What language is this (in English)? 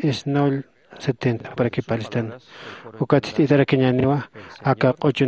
Aymara